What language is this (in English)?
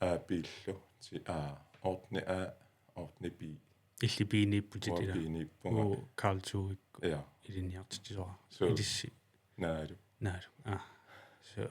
Kalaallisut